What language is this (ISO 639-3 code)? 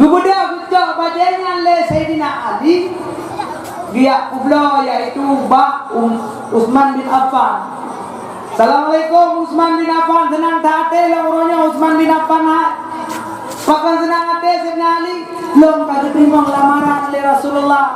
ace